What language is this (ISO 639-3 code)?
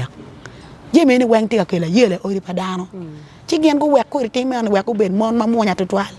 ach